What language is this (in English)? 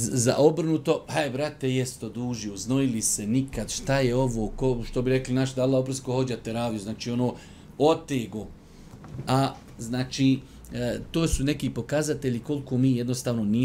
Bosnian